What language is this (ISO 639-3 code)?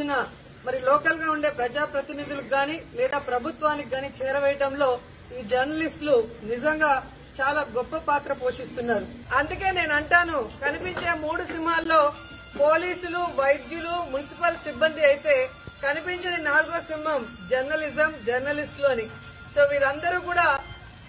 tel